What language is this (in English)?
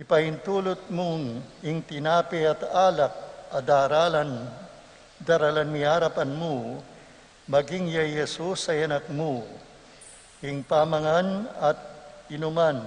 Pampanga